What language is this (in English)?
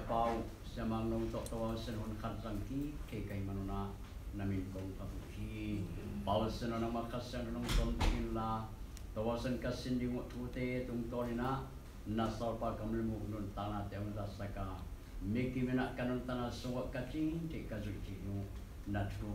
Tedim Chin